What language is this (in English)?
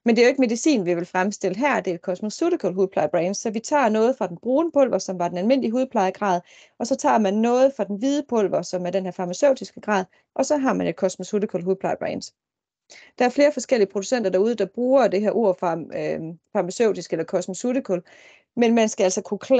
Danish